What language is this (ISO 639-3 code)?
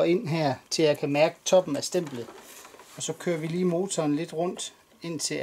dan